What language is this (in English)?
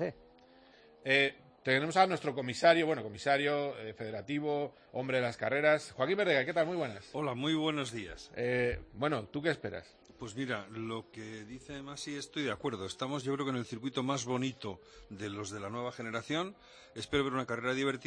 Spanish